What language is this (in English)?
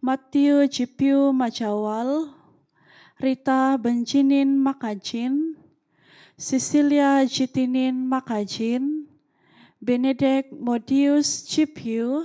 Central Dusun